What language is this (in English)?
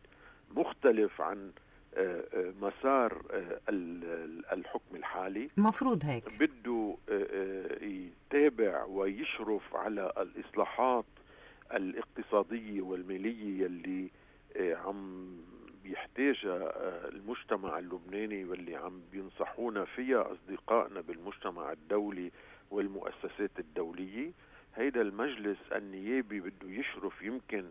North Levantine Arabic